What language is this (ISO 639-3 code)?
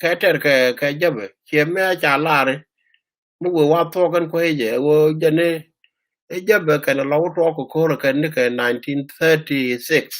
nus